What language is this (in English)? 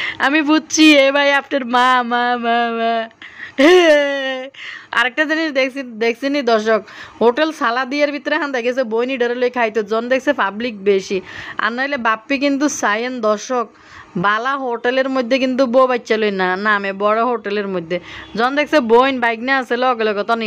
Bangla